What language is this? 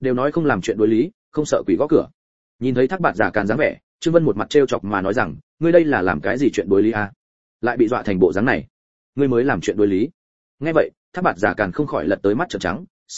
Vietnamese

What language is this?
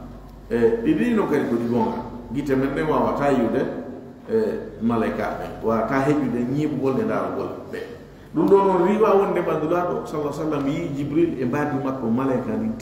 Fula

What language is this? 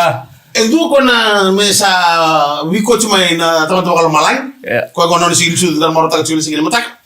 Fijian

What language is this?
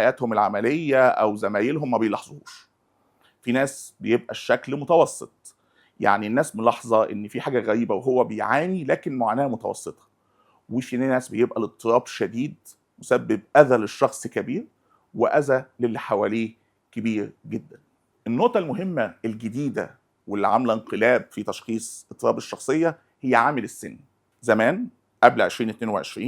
Egyptian Arabic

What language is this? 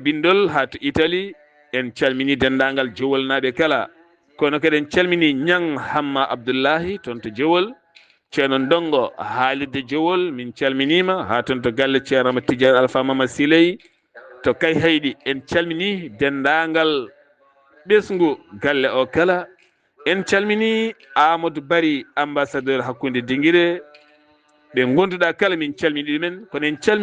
Fula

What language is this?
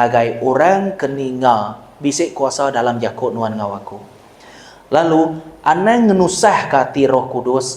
Iban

